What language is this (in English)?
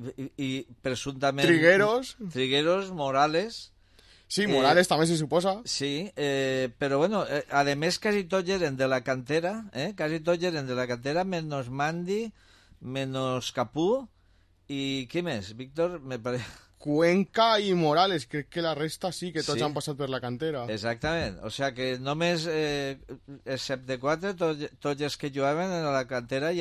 Catalan